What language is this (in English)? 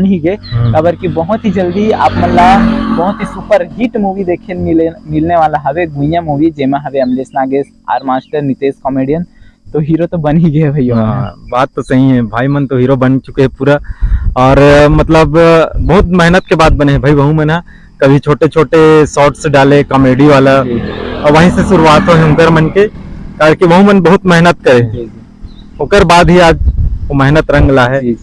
Chhattisgarhi